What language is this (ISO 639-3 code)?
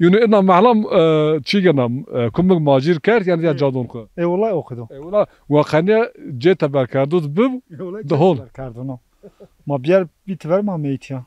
zza